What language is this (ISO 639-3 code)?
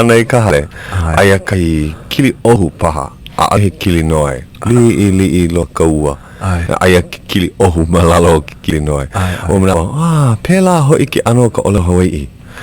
haw